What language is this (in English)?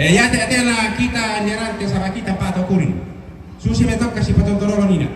Toraja-Sa'dan